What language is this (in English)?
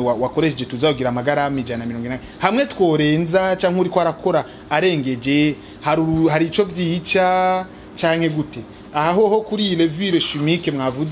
Rundi